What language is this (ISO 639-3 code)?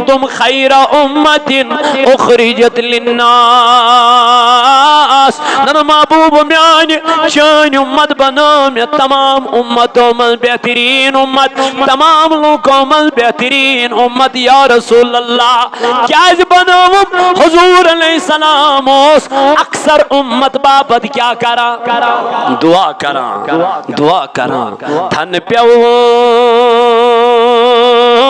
kas